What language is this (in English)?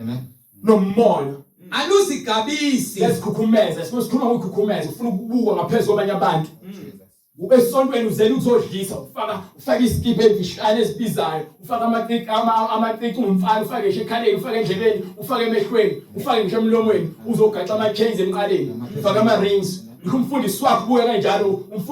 Zulu